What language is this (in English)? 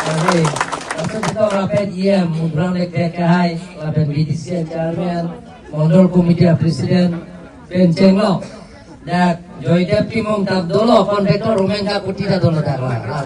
Karbi